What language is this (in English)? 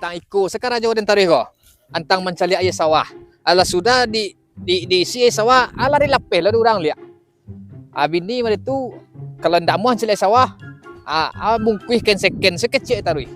Minangkabau